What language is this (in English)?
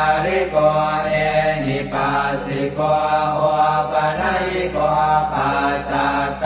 Pali